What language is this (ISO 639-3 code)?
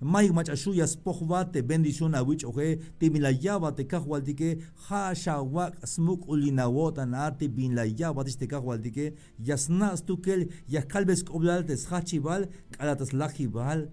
tzh